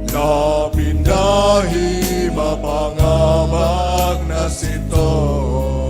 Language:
Batak Simalungun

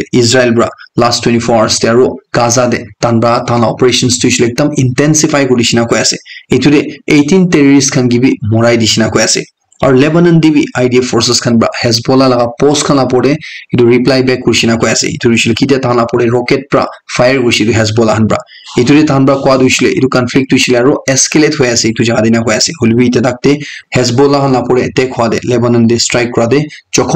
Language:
Naga Pidgin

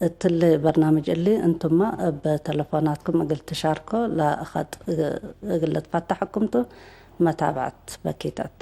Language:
Tigre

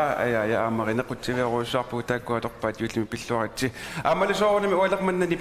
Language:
Kalaallisut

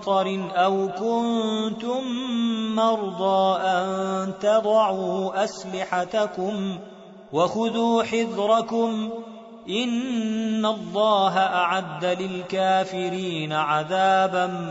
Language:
Arabic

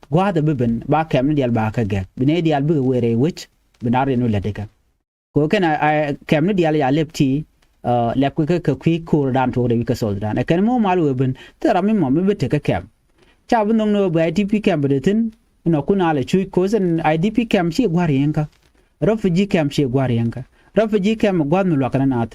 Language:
Nuer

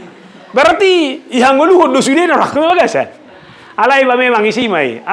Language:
Batak Toba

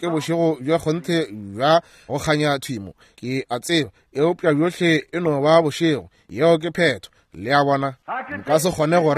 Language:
Northern Sotho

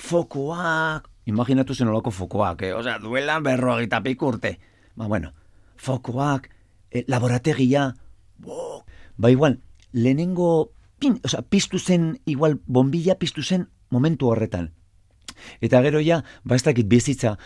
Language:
Basque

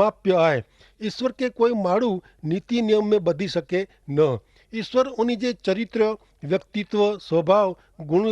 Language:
Kachhi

